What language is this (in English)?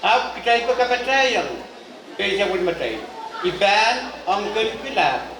Pohnpeian